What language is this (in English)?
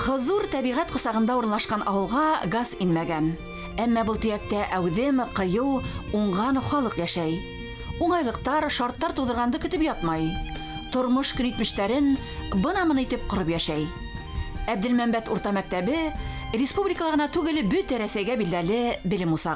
Bashkir